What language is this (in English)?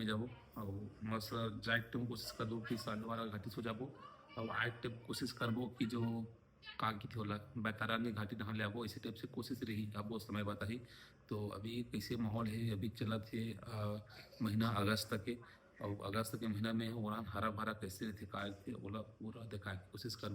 Chhattisgarhi